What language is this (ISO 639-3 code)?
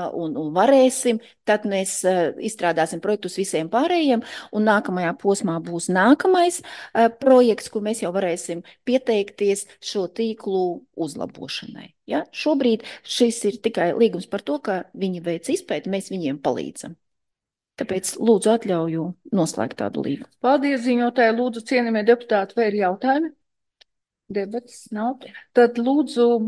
lav